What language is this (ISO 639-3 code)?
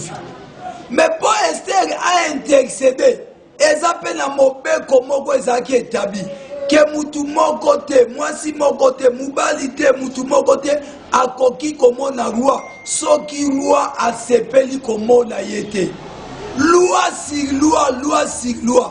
lin